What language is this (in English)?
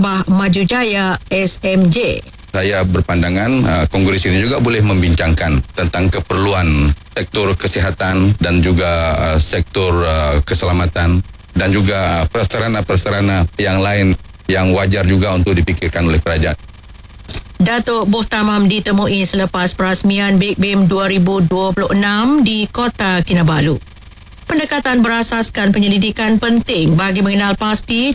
Malay